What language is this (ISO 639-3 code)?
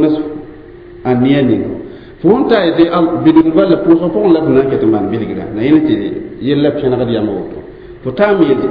mos